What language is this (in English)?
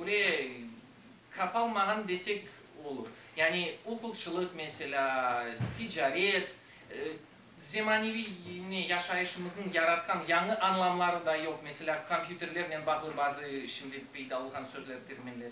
Crimean Tatar